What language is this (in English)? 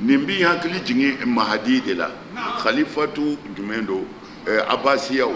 Bambara